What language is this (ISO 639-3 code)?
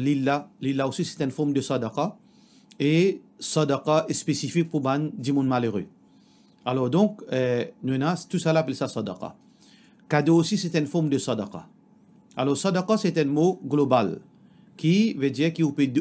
mfe